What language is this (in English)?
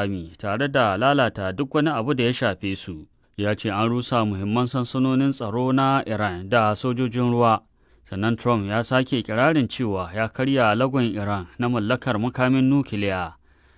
Hausa